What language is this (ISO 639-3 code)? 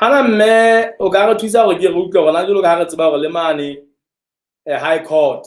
sot